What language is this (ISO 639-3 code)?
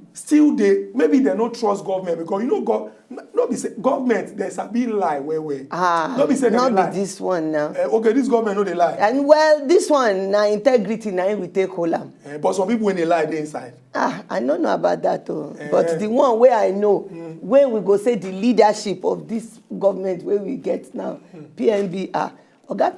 pcm